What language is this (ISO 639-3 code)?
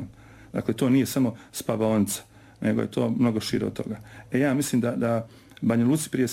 srp